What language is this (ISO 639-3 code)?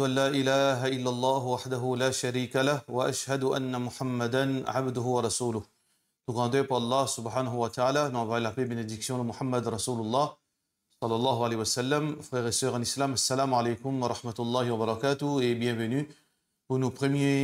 mfe